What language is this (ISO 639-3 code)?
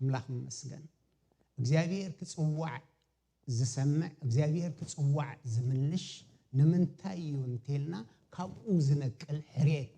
tir